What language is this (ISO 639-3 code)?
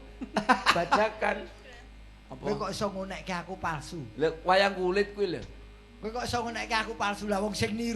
jav